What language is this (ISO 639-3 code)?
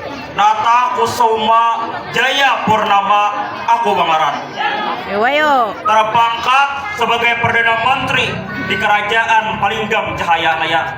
bjn